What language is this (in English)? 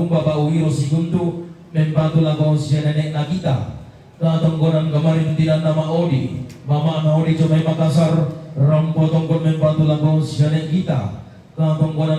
Toraja-Sa'dan